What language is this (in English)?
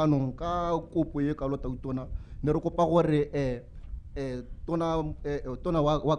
Tswana